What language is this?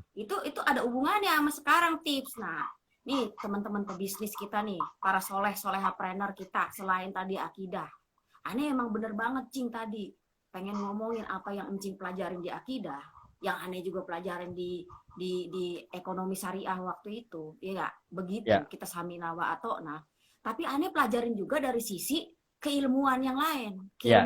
Betawi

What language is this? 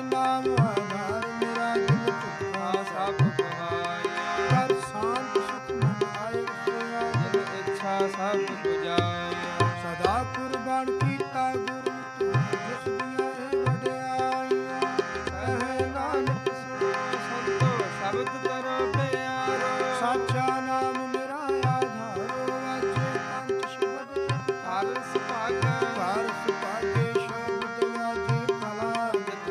Punjabi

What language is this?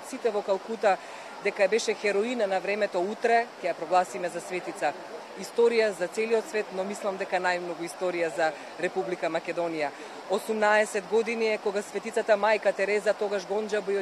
Macedonian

